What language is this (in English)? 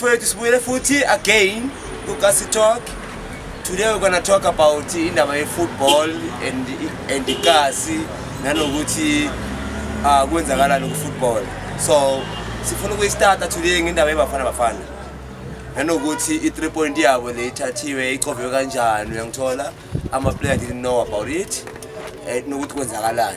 Zulu